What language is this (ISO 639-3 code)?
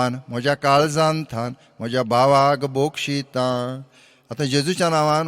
kok